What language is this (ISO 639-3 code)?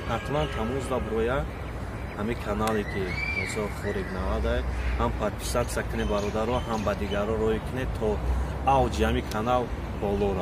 tgk